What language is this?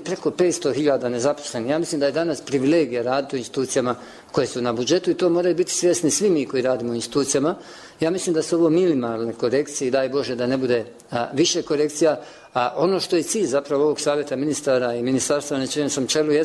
Bosnian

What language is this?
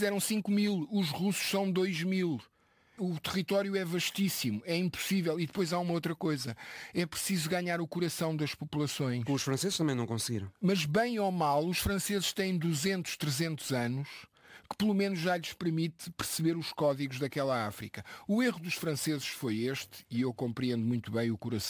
Portuguese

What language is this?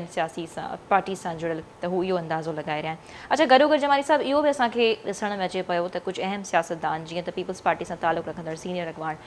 Sindhi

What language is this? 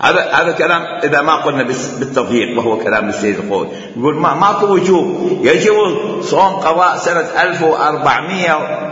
Mesopotamian Arabic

